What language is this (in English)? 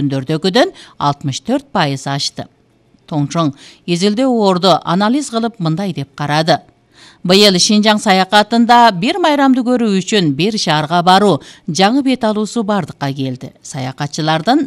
Kyrgyz